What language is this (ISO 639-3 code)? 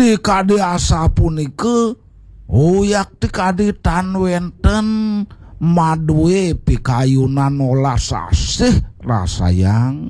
ban